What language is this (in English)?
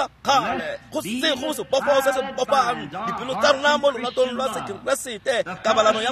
Tswana